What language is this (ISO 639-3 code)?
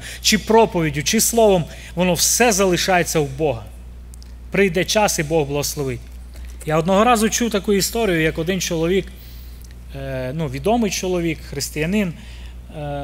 ukr